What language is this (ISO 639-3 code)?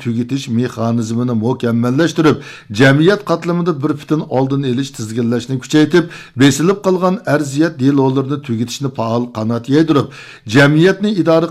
uig